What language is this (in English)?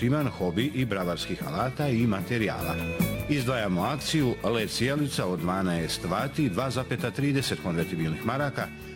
Bosnian